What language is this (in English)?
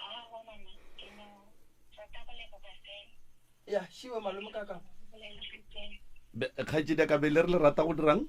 Northern Sotho